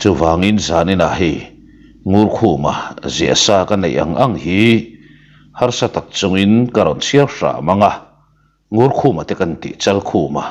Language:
Mizo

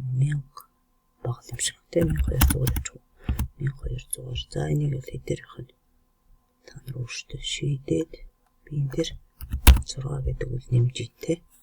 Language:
Mongolian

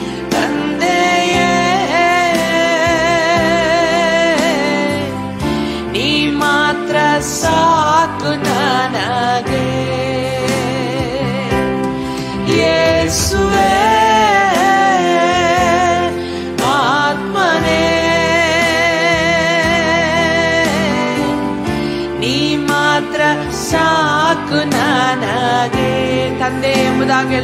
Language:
Kannada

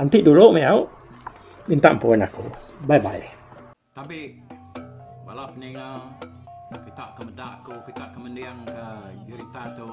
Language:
Iban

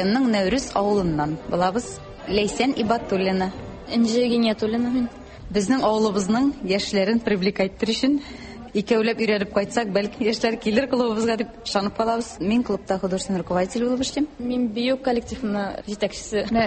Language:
Tatar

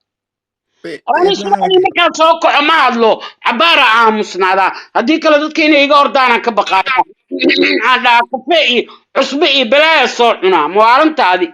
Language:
Somali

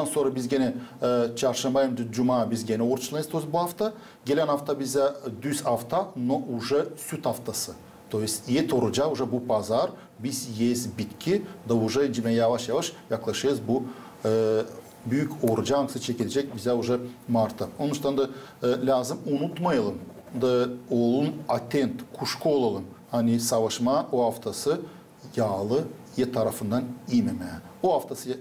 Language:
Gagauz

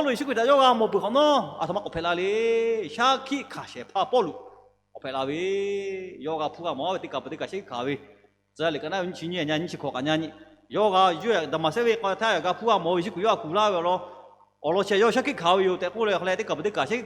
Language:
Lahu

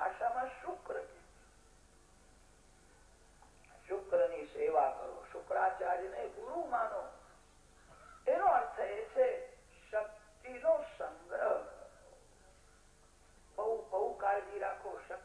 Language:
Gujarati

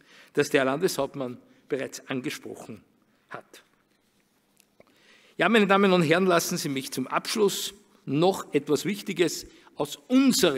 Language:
German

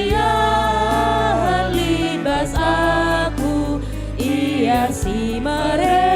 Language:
Batak Karo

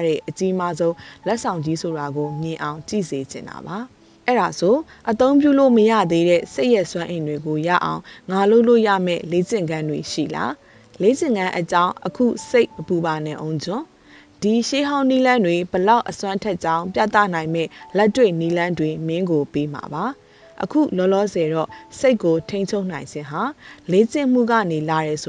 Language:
Burmese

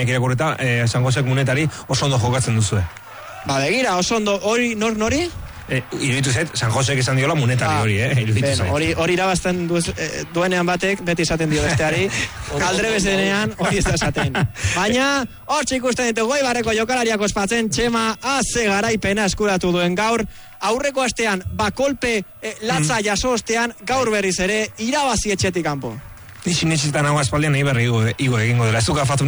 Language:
Basque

